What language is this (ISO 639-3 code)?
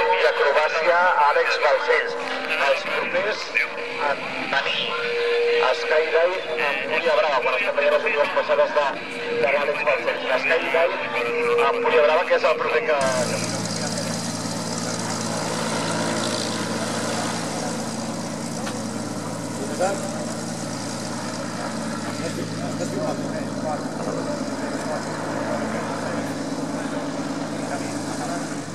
cat